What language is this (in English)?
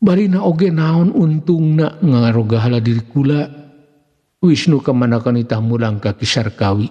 Sundanese